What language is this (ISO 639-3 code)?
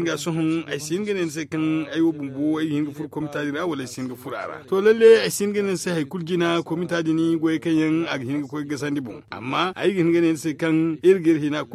dje